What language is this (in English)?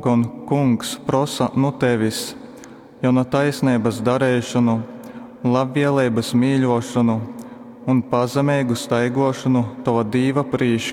Latgalian